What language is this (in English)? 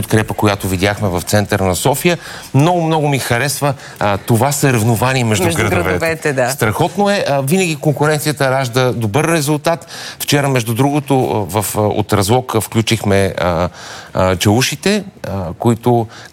Bulgarian